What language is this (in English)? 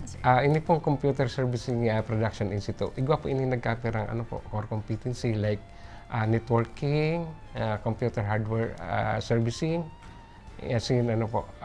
Bikol